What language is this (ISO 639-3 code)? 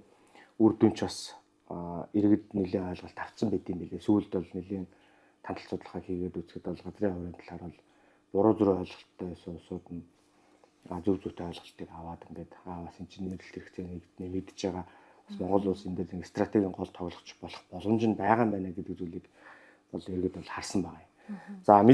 mon